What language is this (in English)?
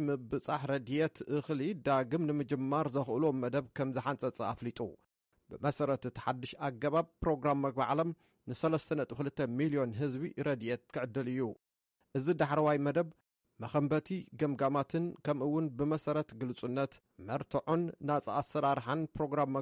Tigrinya